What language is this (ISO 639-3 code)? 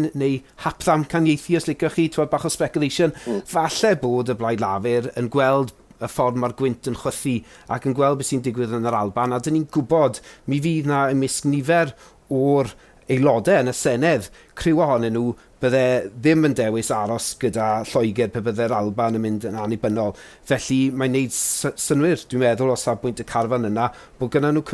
cym